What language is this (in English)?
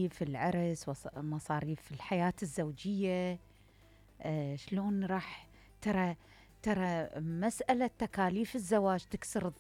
Mesopotamian Arabic